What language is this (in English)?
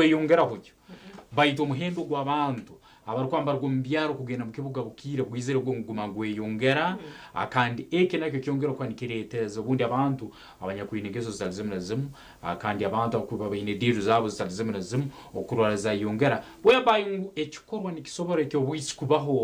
Nyankole